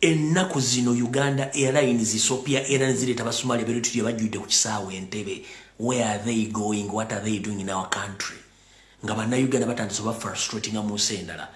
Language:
Ganda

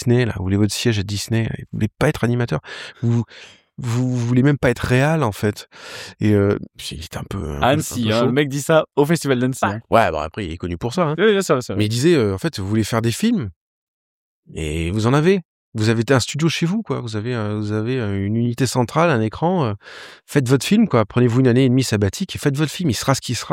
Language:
French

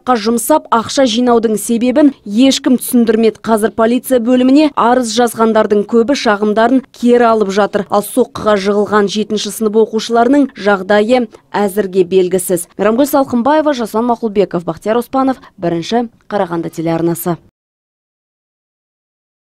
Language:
Kazakh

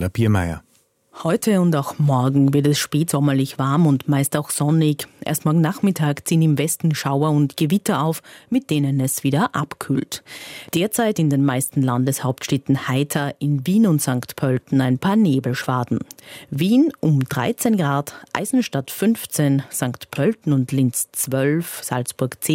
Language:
German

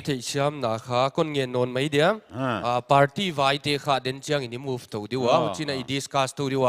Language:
Paite Chin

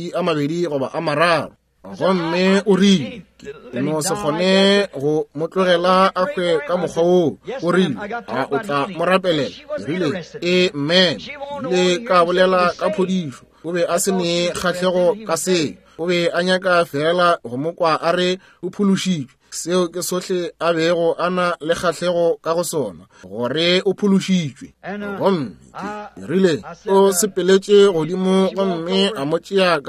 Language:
Northern Sotho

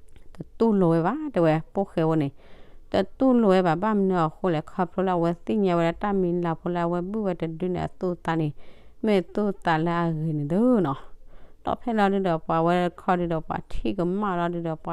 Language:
S'gaw Karen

